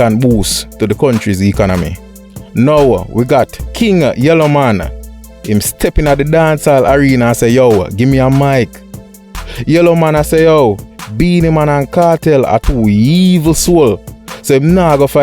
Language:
Jamaican Creole English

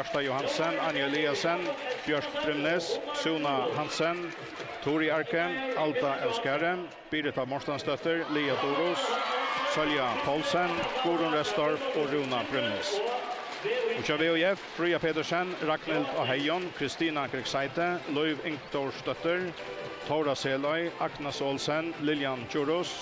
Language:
Faroese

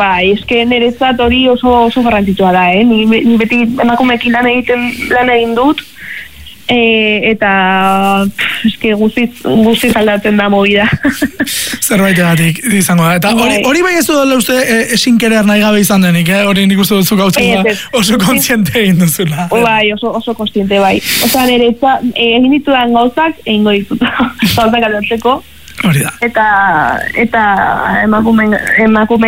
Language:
Basque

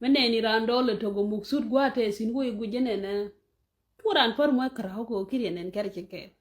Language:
Nuer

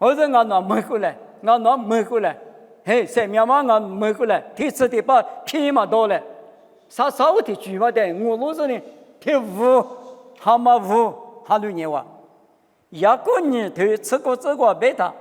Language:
Lisu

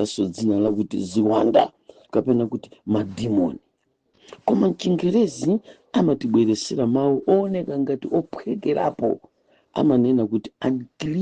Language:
Nyanja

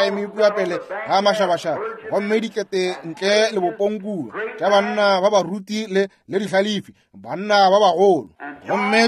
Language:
Northern Sotho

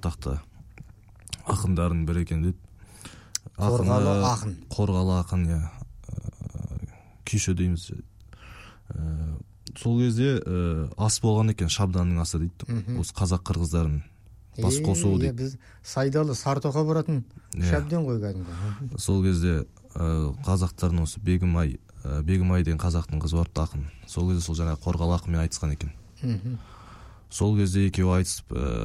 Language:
Kazakh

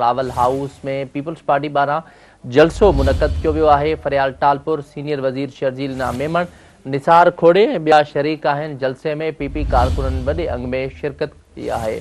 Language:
Sindhi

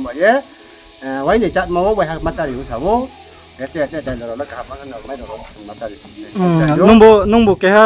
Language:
Riang (India)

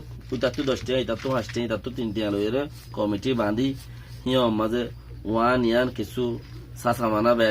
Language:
Rohingya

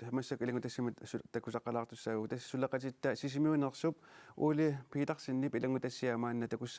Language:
Kalaallisut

